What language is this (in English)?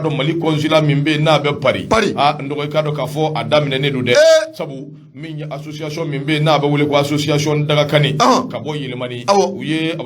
Bambara